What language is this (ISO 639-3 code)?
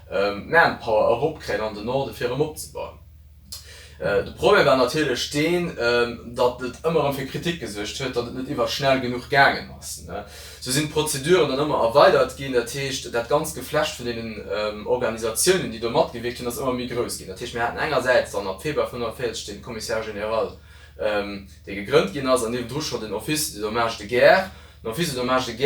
ltz